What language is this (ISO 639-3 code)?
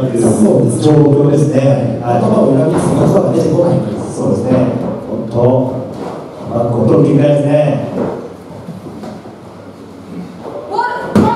jpn